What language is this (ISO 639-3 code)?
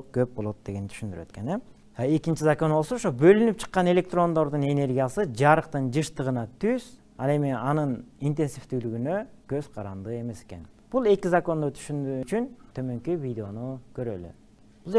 kir